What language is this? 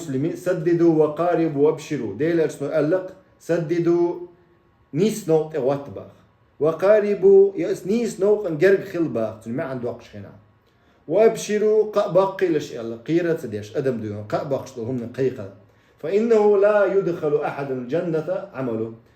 Chechen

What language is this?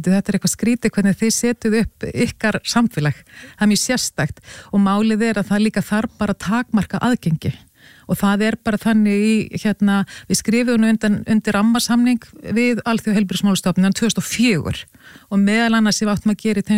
Icelandic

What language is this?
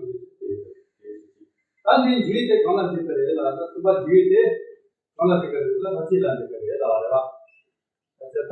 Tibetan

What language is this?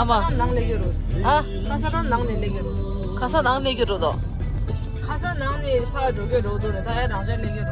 Tibetan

